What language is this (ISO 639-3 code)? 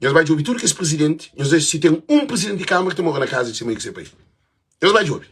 kea